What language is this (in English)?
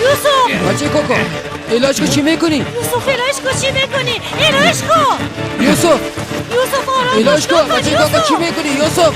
Persian